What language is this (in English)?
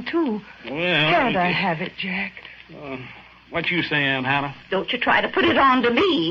English